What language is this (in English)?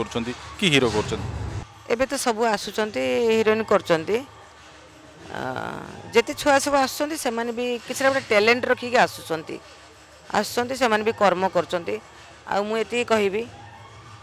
Odia